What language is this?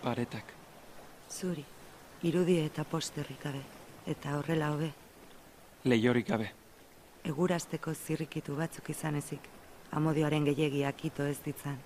Basque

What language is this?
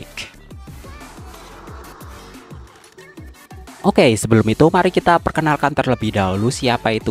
Indonesian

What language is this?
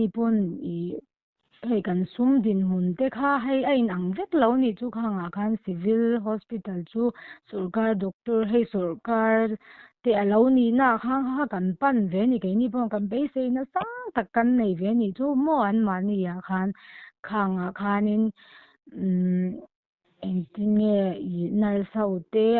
Mizo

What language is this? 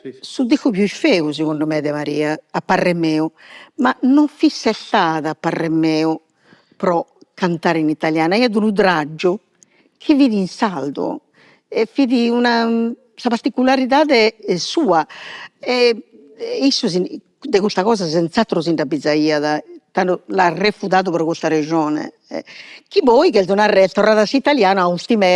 Sardinian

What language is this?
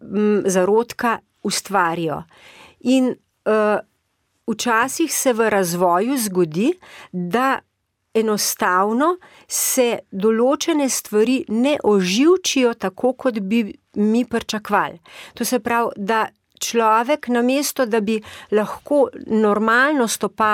Slovenian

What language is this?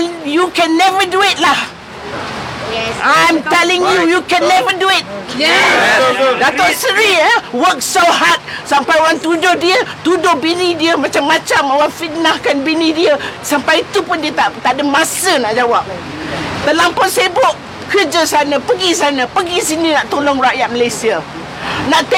Malay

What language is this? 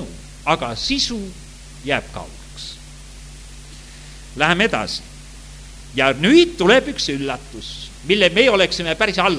Estonian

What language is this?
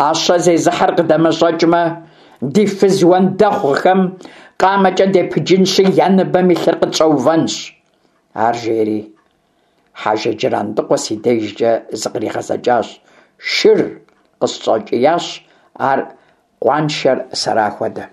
Kabardian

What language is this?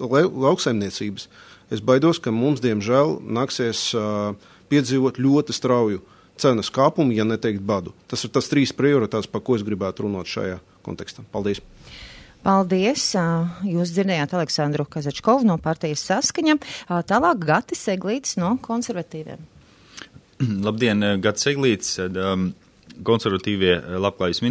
Latvian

